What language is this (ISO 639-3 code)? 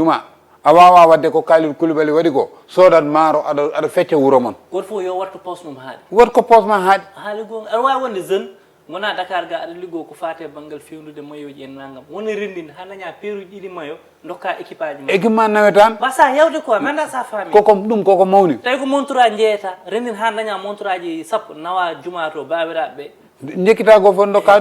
ful